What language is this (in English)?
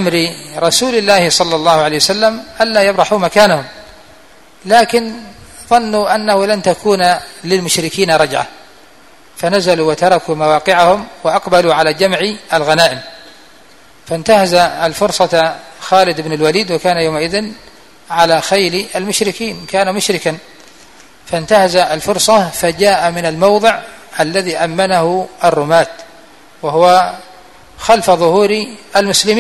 Arabic